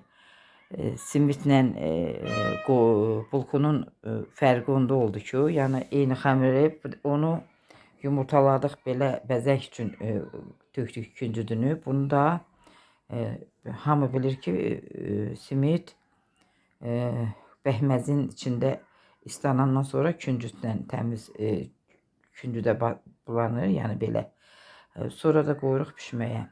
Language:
Azerbaijani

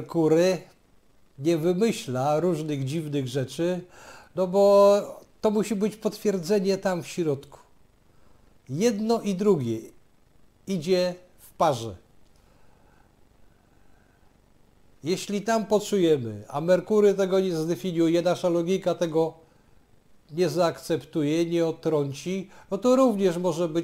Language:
Polish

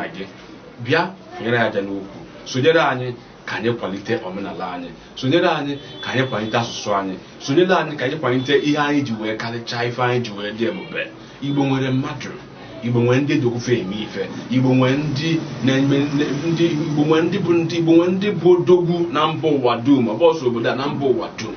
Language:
Igbo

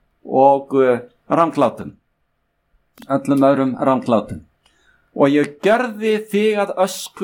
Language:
Icelandic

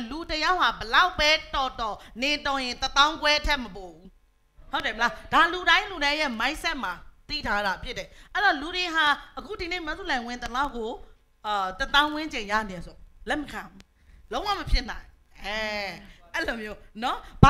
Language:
Burmese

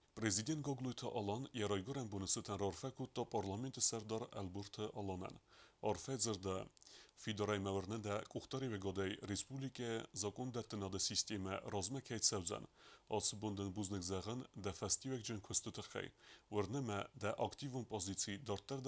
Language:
Ossetic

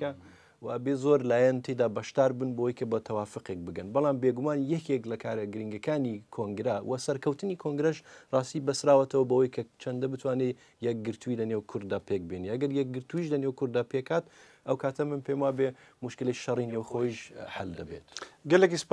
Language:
Kurdish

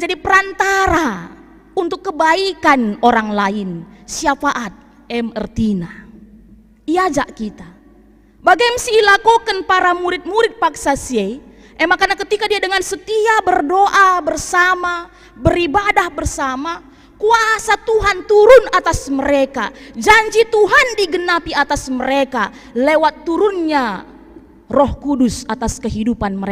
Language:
Batak Karo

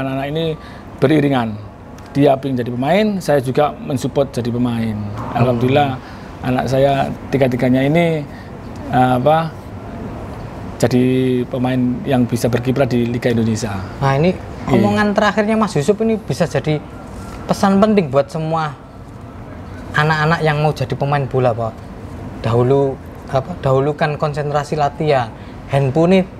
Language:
Indonesian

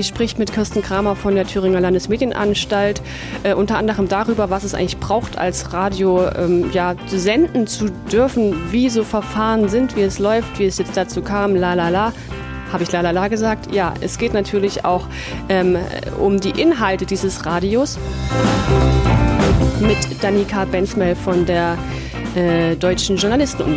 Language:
German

